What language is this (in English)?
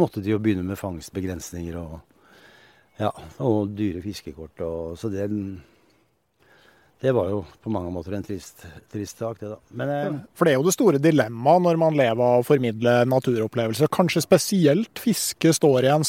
Norwegian